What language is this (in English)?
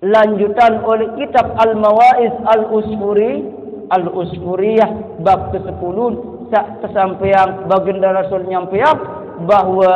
Sasak